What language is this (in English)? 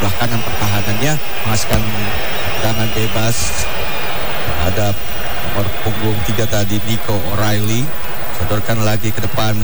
Indonesian